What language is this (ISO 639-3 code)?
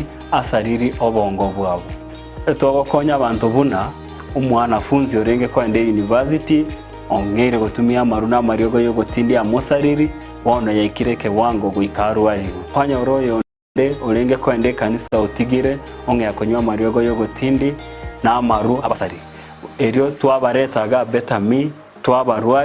guz